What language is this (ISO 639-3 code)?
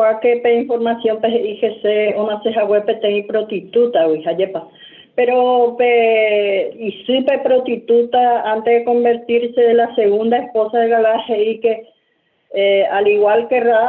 grn